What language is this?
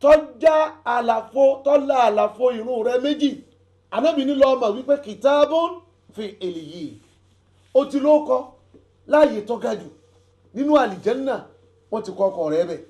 Yoruba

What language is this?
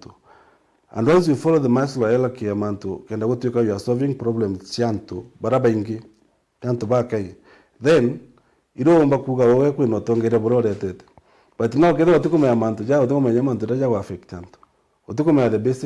Meru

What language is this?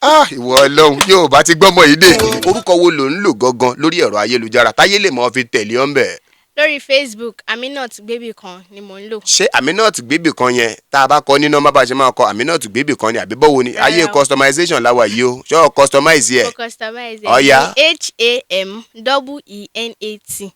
Yoruba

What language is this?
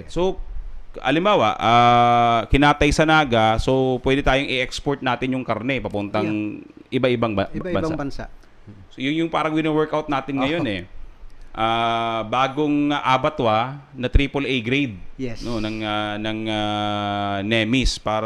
Bikol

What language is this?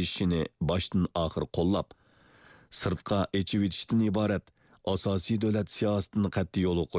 Uyghur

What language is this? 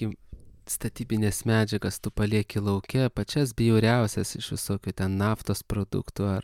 Lithuanian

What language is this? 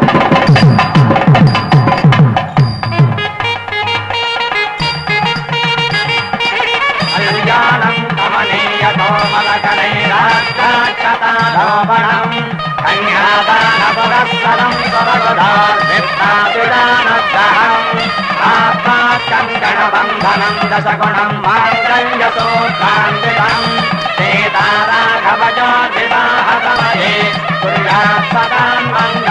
Kannada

